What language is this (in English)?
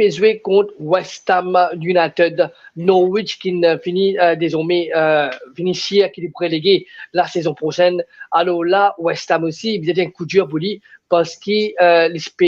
Morisyen